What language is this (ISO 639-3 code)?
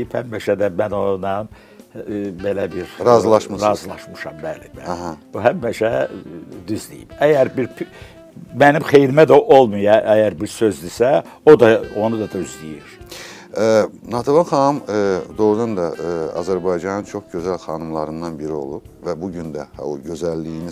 aze